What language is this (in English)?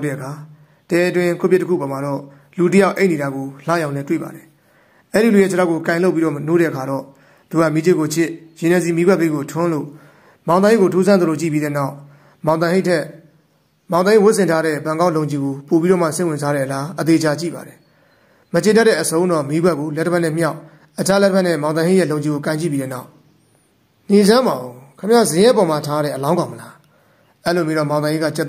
Burmese